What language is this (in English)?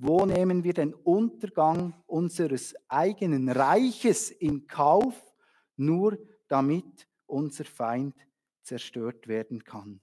Swiss German